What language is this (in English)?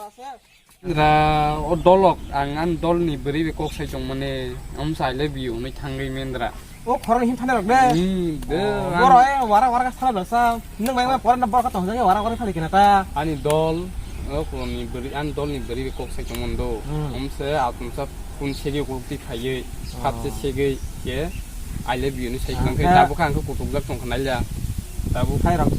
Kok Borok